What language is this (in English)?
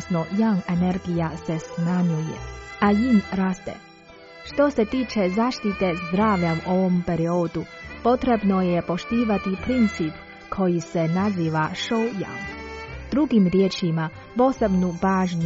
Croatian